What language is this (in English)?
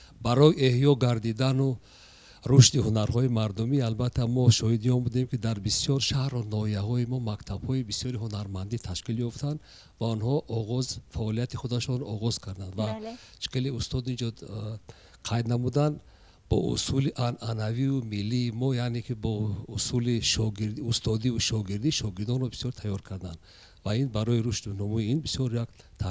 Tajik